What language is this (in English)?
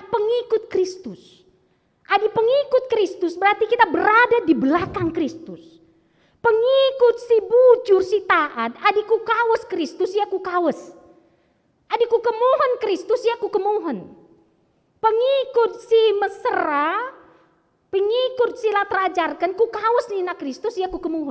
Batak Karo